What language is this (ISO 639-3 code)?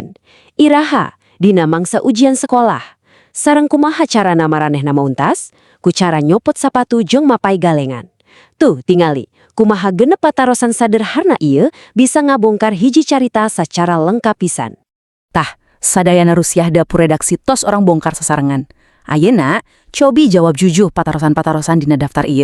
sun